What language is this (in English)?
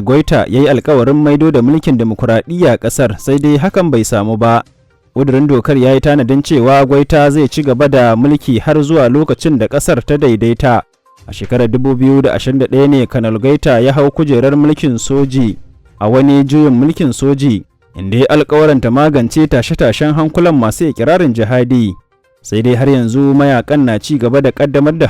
Hausa